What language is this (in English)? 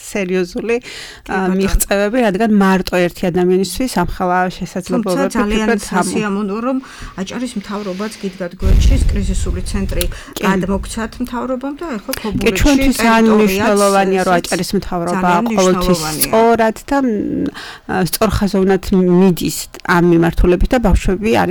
Georgian